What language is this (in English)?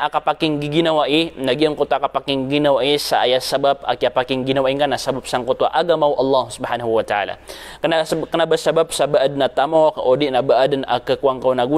Maranao